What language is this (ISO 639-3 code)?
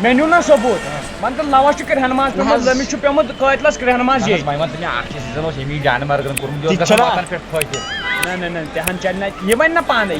kas